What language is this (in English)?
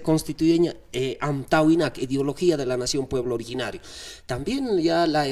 Aymara